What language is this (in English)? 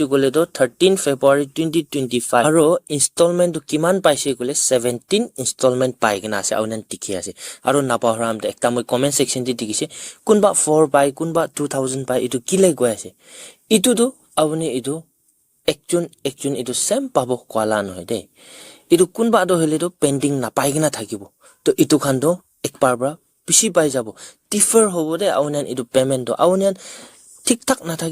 Naga Pidgin